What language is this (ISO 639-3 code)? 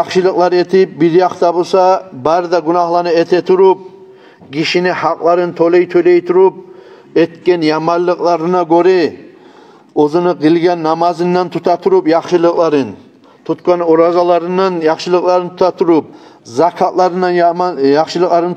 kum